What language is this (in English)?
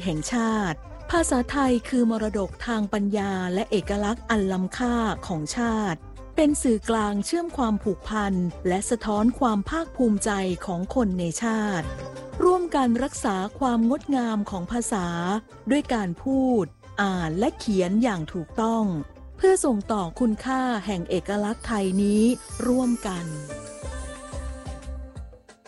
Thai